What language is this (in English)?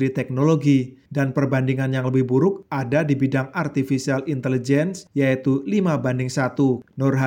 Indonesian